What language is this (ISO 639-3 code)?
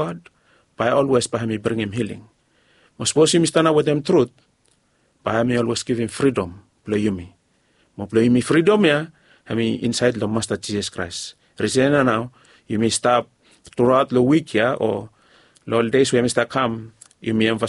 bis